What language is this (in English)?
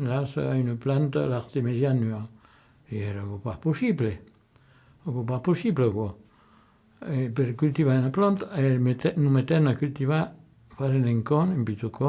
Occitan